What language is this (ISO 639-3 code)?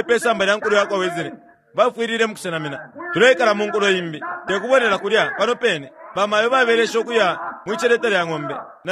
bem